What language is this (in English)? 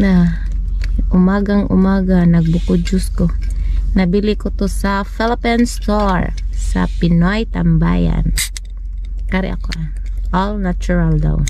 Cebuano